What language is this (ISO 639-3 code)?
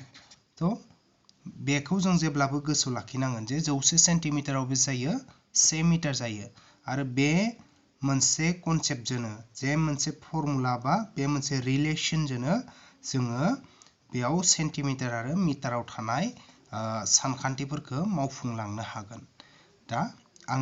brx